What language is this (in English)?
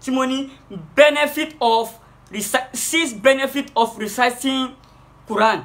Yoruba